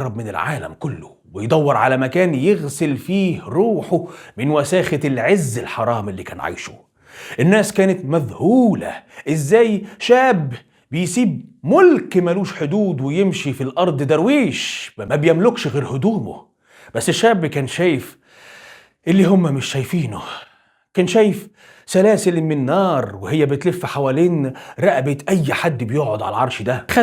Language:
Egyptian Arabic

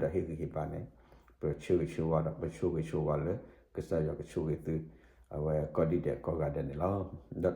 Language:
S'gaw Karen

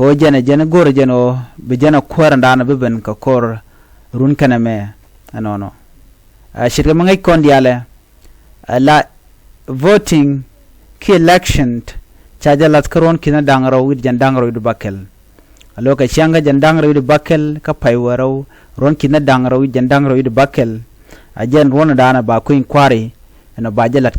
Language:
Nuer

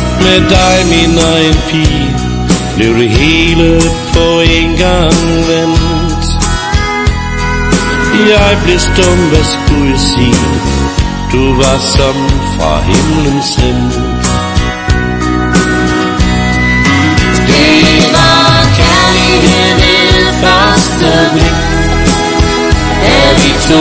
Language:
Danish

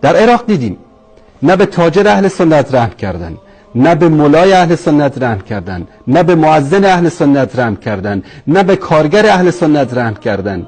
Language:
Persian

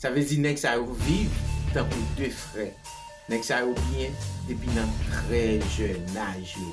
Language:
Haitian Creole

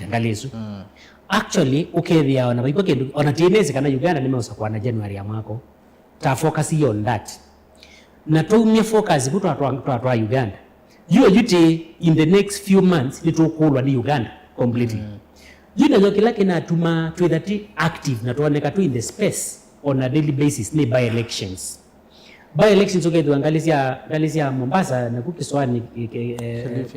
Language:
Kamba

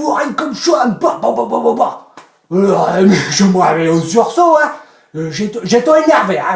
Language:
Picard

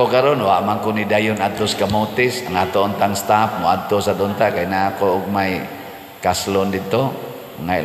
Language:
Cebuano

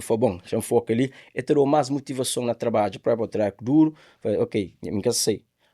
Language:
Kabuverdianu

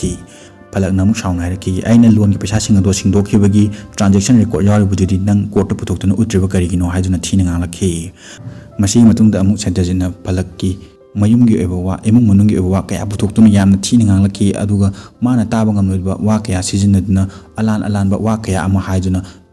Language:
Manipuri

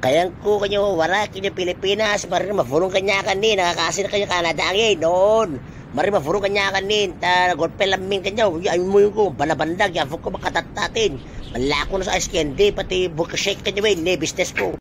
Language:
Itawit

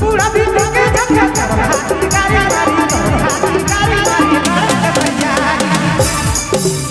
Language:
Sadri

